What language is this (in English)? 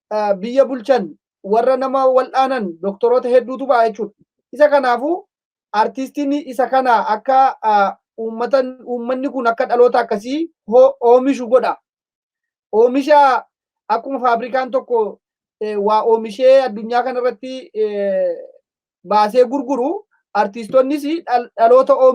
Oromo